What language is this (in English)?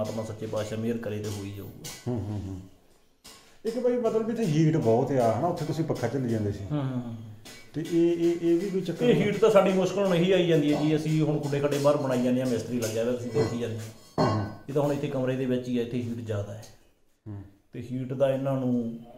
Punjabi